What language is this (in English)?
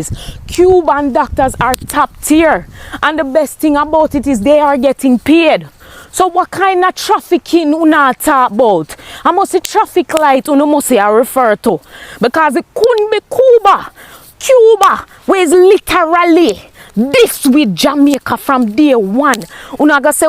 Jamaican Creole English